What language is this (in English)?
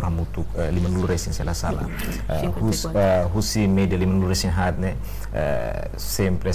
Tetum